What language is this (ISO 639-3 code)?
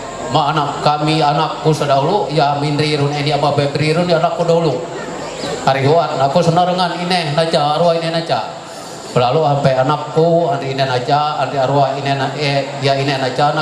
mhy